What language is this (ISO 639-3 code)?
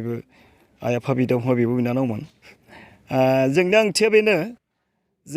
brx